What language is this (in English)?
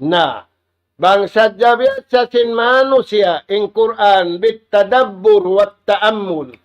Tausug